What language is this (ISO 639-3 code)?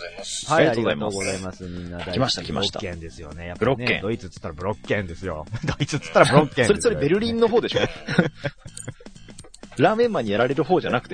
jpn